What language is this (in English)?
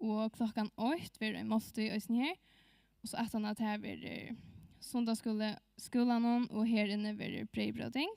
Faroese